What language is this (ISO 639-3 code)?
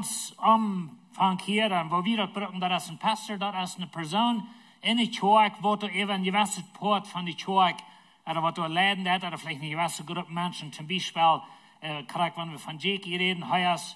pdt